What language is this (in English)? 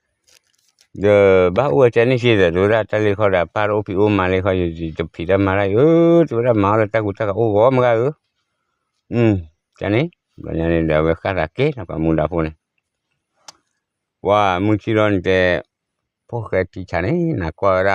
S'gaw Karen